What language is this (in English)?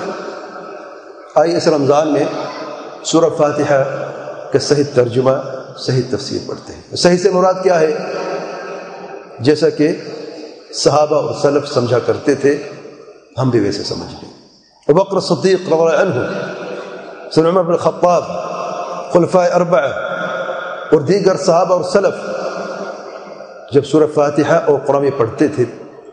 Urdu